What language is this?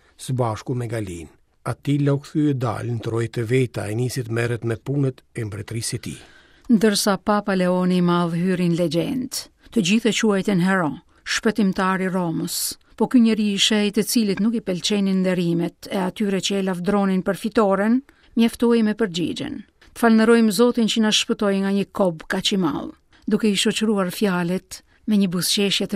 Albanian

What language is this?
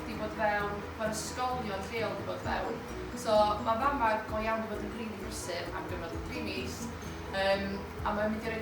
Welsh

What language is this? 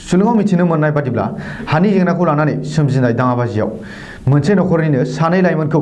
Bodo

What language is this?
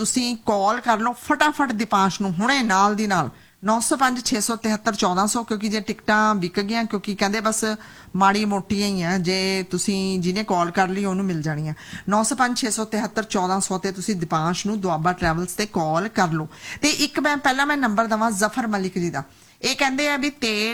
Punjabi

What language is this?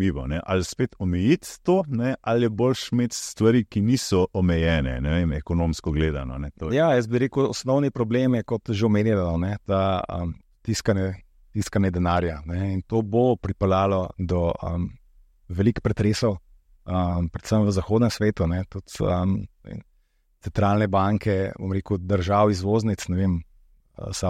Slovenian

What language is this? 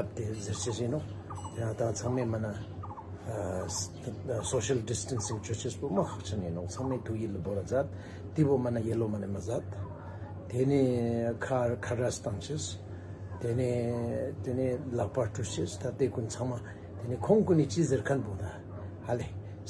Ladakhi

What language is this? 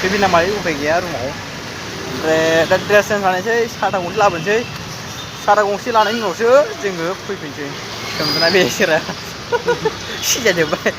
Bodo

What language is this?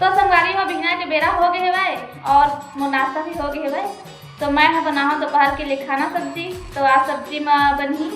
Chhattisgarhi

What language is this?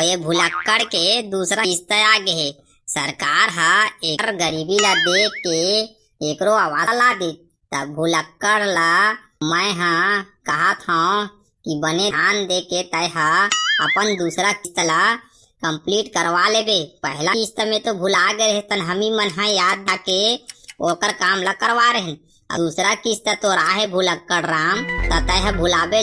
Chhattisgarhi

